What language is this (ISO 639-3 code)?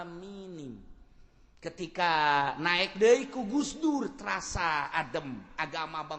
sun